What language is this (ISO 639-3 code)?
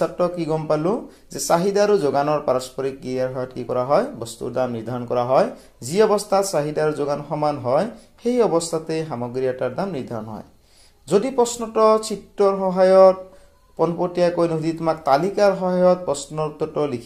asm